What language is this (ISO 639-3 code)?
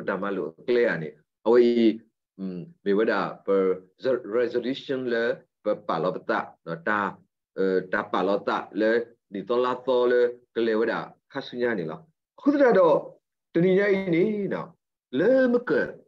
ksw